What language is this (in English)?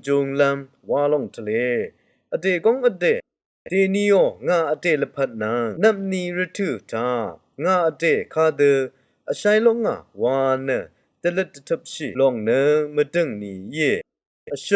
Rawang